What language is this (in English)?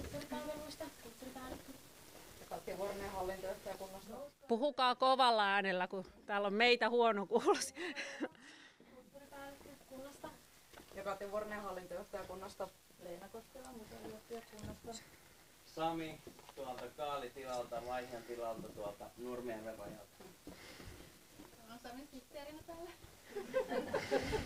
Finnish